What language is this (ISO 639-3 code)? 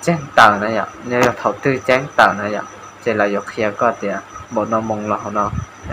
hmn